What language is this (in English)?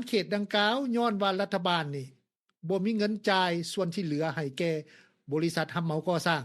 Lao